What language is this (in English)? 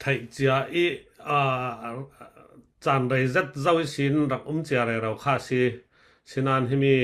Falam Chin